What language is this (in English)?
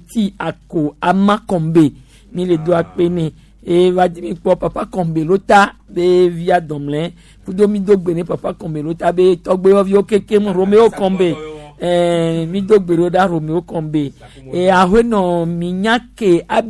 Gen